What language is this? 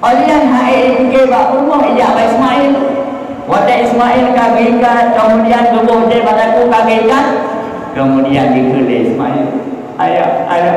Achinese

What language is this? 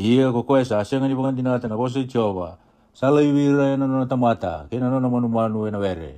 Fijian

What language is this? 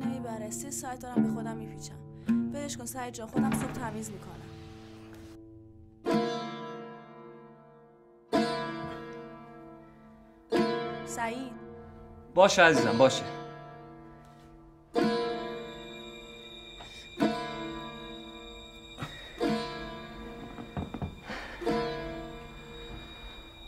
Persian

